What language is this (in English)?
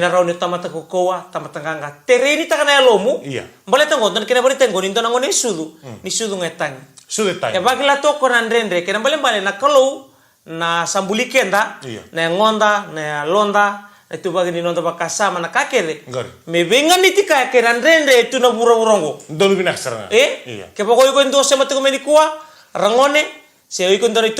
Fijian